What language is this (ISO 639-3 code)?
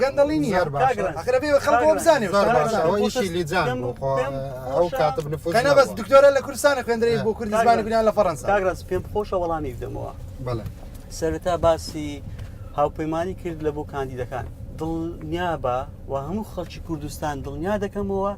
ckb